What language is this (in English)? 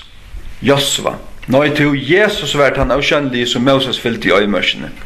Faroese